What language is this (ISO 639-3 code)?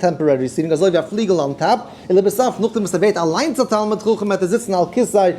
yid